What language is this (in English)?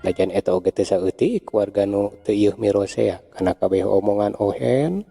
Sundanese